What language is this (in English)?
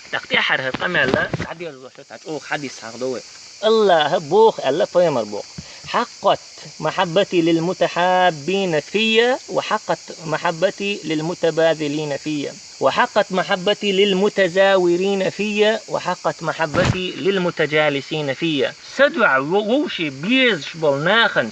Chechen